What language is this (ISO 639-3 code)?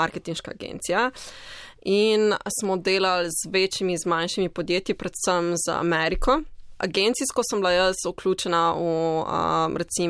slv